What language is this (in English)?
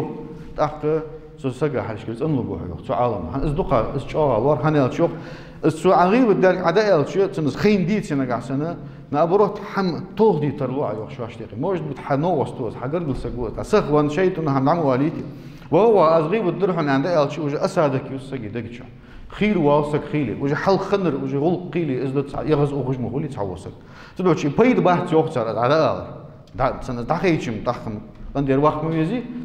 Ingush